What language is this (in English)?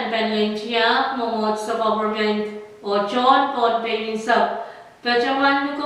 Pohnpeian